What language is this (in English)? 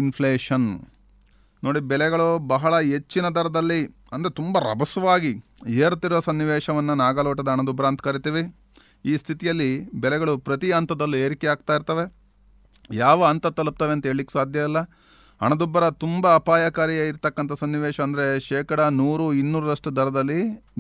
Kannada